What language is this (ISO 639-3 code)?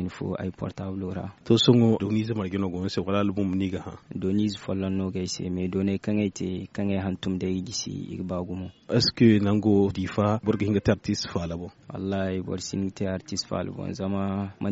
dje